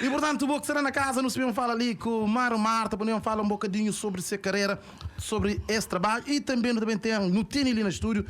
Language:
Kabuverdianu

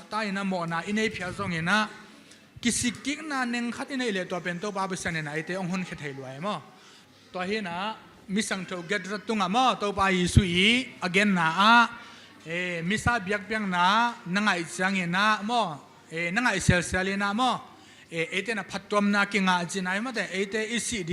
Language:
Tedim Chin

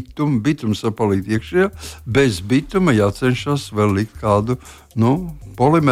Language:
Latvian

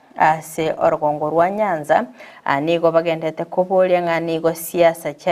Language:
Gusii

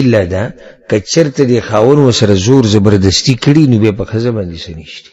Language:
Pashto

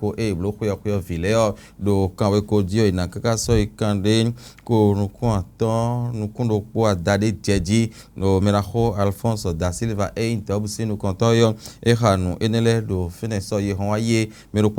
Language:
Fon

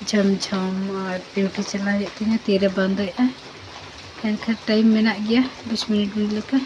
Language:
Santali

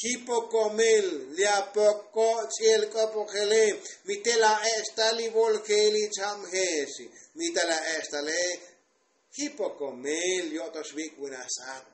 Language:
Tzotzil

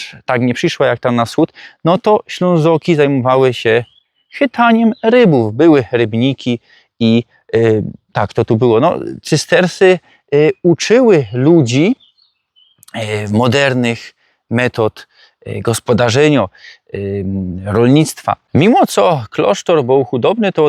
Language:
Silesian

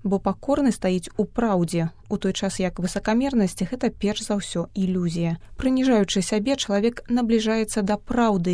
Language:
Belarusian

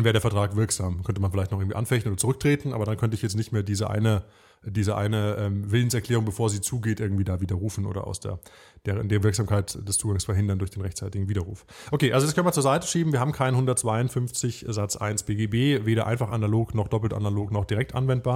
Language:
German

